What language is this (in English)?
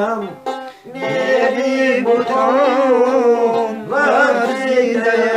Persian